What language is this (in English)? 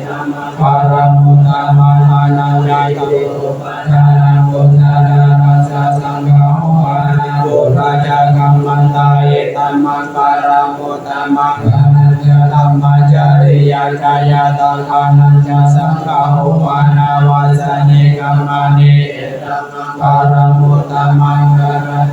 Pali